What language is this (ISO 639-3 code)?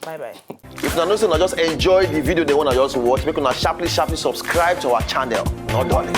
pcm